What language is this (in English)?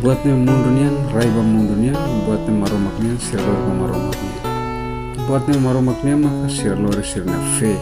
Tetum